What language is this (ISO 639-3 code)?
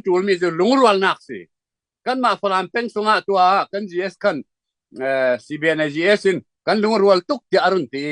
cfm